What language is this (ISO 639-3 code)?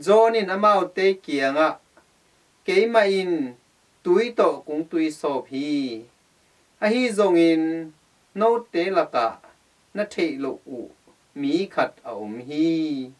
ctd